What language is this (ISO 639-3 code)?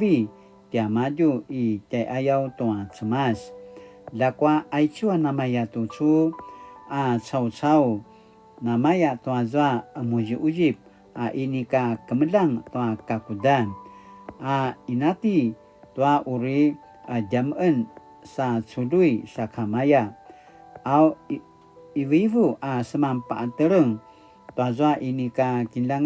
pwn